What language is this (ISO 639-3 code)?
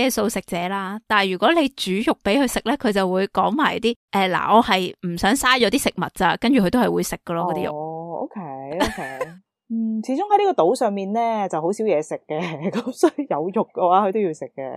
yue